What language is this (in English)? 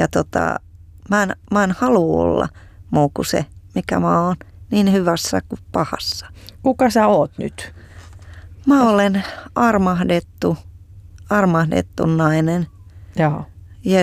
Finnish